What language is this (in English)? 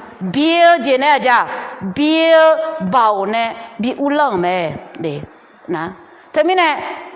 Akha